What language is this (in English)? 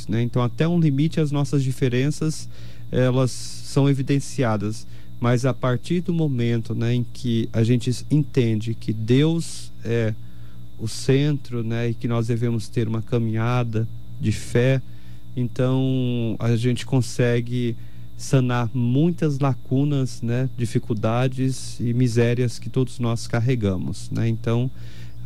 Portuguese